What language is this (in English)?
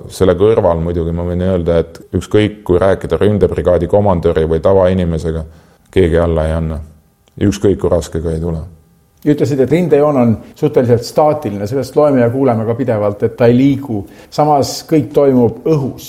Estonian